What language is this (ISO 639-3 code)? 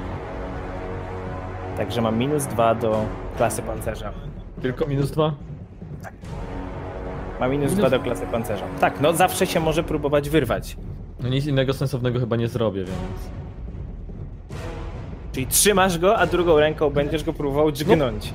pol